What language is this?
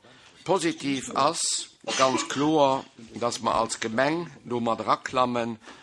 Luxembourgish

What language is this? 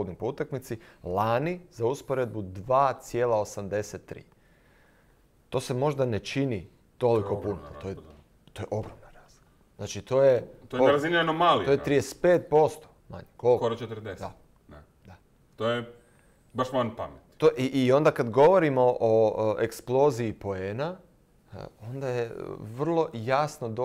Croatian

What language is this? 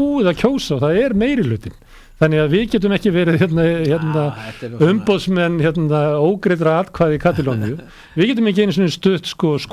Icelandic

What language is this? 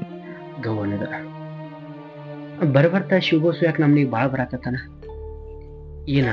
Kannada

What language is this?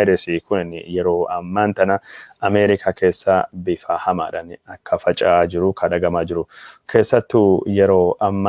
Oromo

